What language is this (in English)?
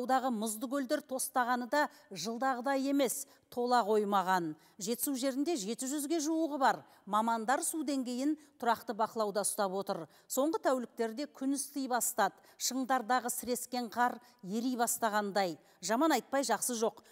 Kazakh